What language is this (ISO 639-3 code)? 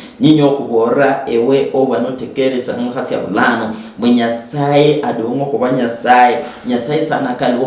luy